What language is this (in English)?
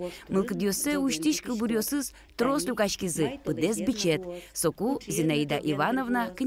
Udmurt